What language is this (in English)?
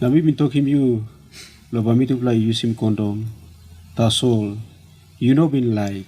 Tok Pisin